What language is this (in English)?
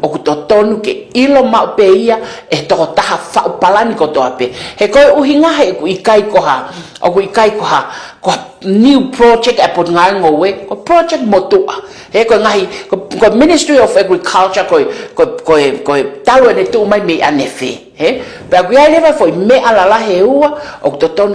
Tongan